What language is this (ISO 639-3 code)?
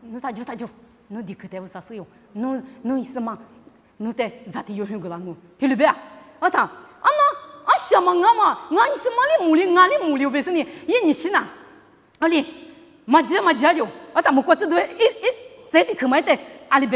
lis